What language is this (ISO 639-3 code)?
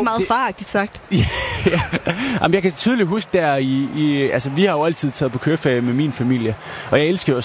dan